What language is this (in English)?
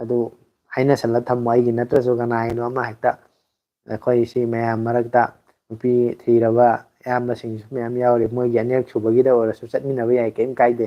Manipuri